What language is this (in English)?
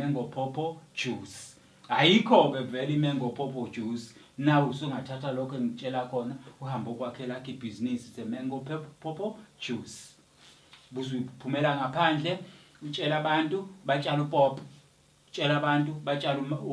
Zulu